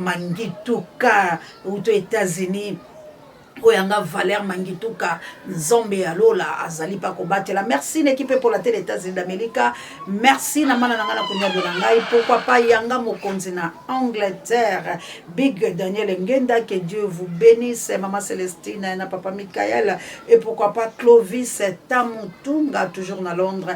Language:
Lingala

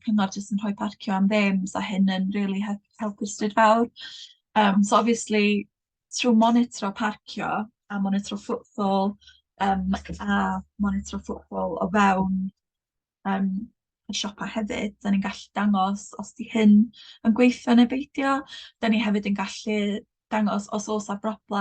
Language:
Welsh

